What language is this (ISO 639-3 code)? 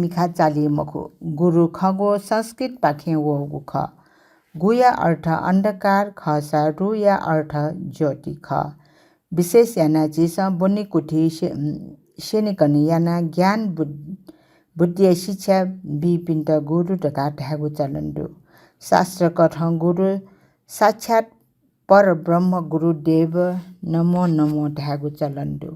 new